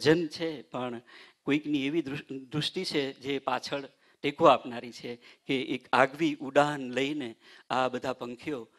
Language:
Gujarati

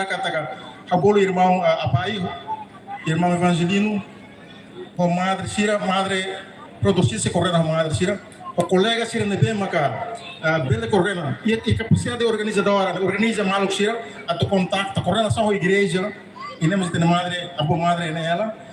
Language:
Tetum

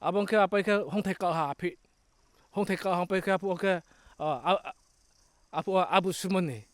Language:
Riang (India)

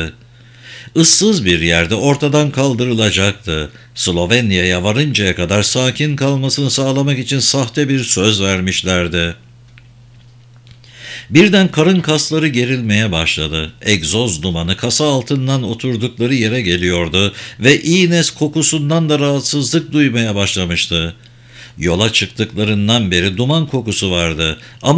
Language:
Turkish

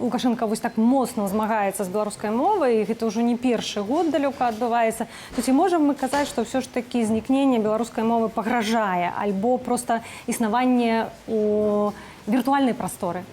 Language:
Belarusian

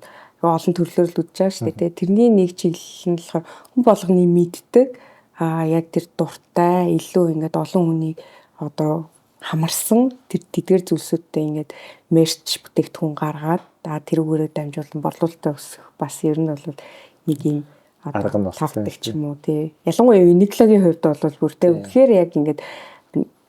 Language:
Mongolian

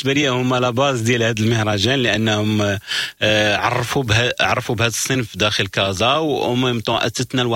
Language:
Moroccan Arabic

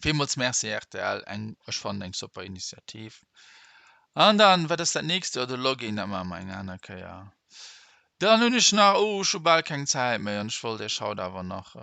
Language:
Luxembourgish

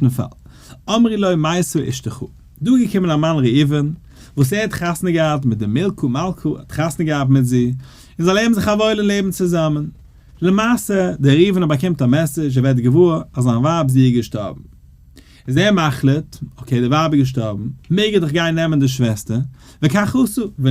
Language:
Yiddish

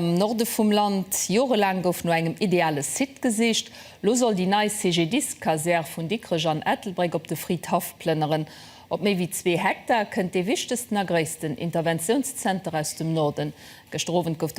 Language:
Luxembourgish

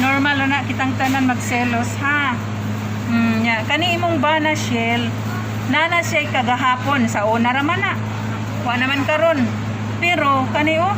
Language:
Cebuano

